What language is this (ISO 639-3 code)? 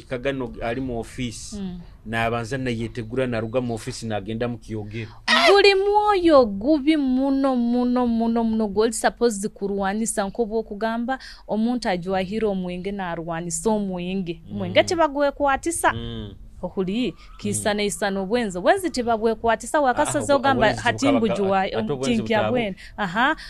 nyo